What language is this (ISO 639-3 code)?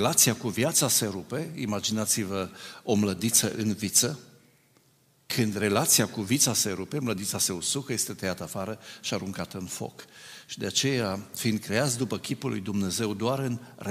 ron